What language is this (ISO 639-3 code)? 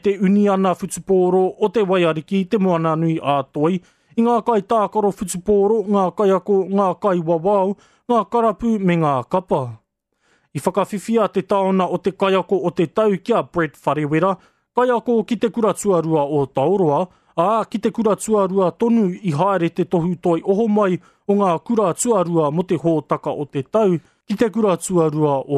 mri